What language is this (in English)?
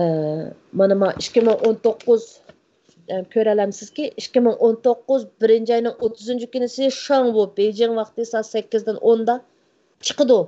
Uyghur